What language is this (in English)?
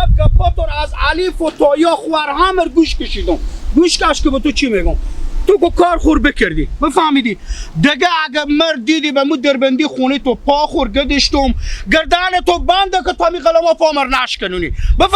Hazaragi